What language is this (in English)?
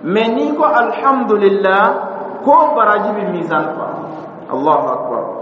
Dyula